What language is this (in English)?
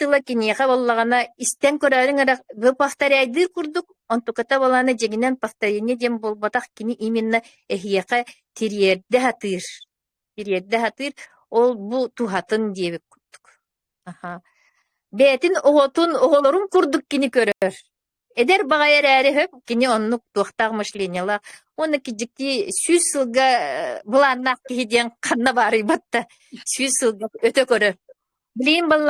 Yakut